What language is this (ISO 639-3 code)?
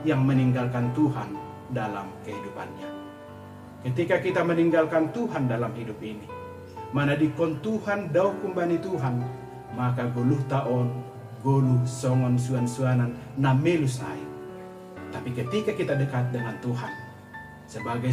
bts